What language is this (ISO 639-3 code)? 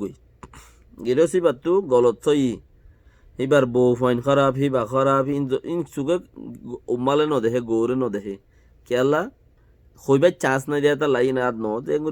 rhg